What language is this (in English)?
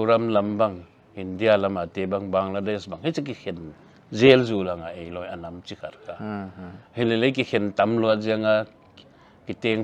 Paite Chin